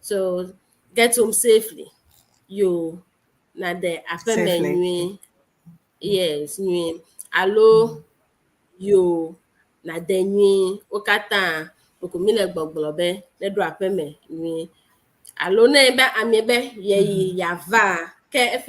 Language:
Ewe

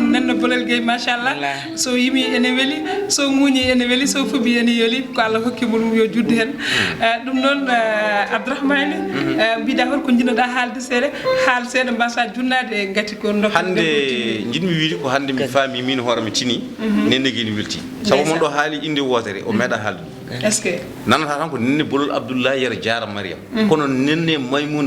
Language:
Fula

